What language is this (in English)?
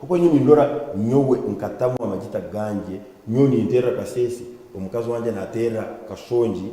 Nyankole